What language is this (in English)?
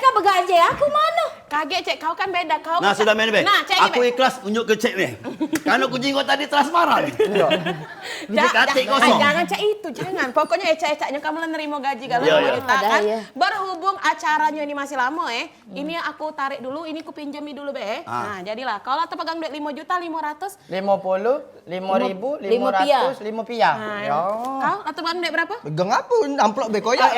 Musi